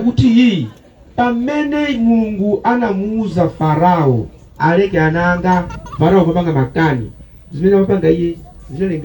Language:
Nyanja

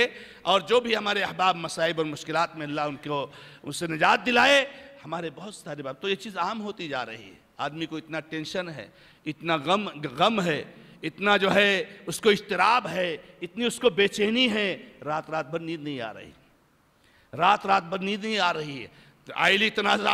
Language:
Urdu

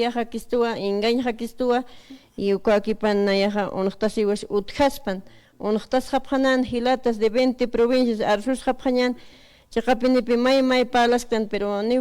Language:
Aymara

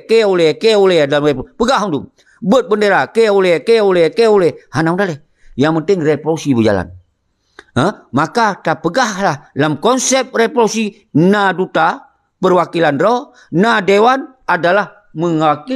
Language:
Achinese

